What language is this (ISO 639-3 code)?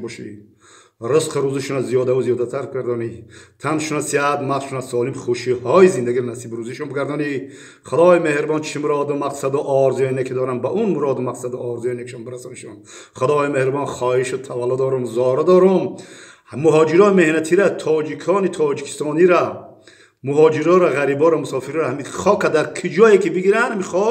tgk